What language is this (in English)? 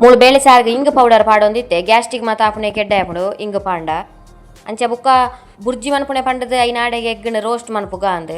Tulu